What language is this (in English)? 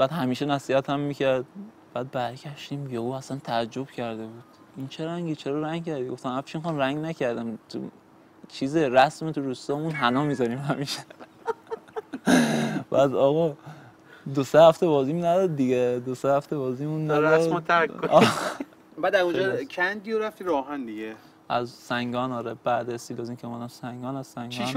Persian